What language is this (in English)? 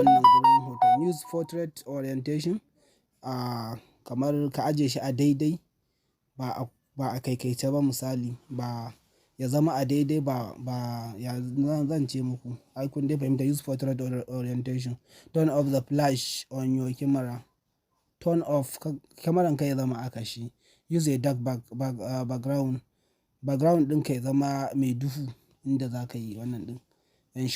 Hausa